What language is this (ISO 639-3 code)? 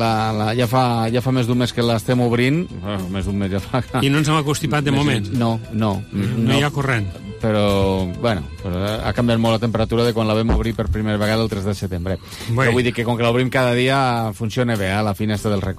cat